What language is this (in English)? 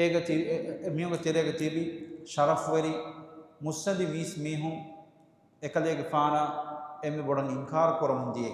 Divehi